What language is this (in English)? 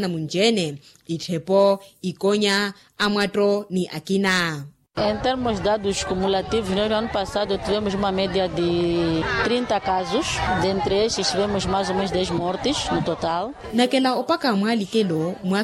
Makhuwa